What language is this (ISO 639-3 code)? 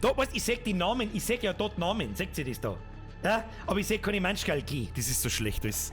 bar